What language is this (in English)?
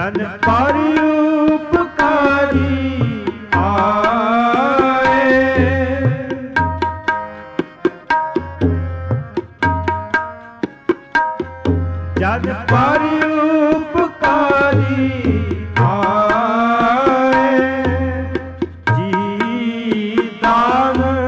Punjabi